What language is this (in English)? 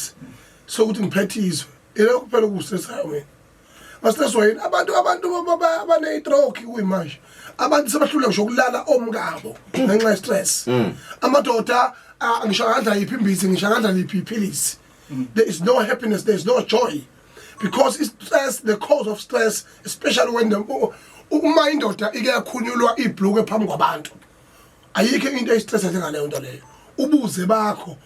Zulu